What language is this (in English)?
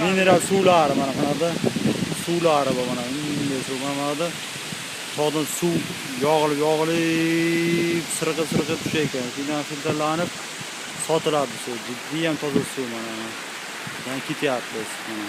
Uzbek